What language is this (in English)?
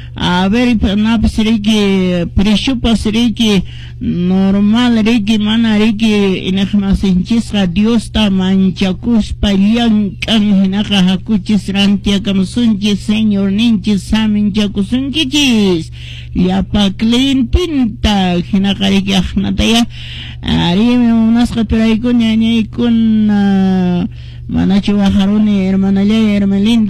Quechua